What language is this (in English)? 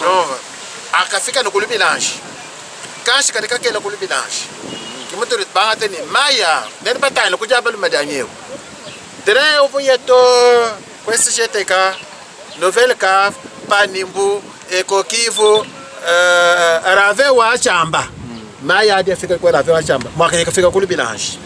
Luba-Lulua